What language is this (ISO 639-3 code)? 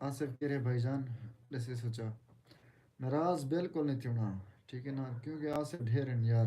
skr